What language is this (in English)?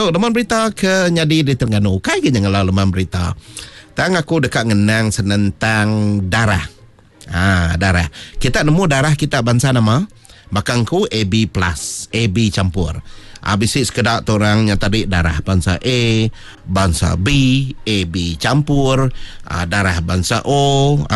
Iban